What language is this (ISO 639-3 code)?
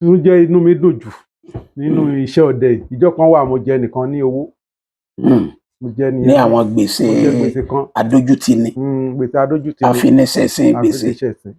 yor